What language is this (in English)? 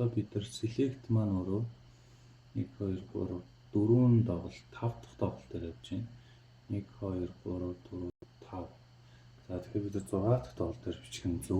Mongolian